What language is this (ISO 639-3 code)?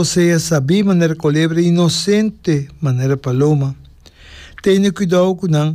pap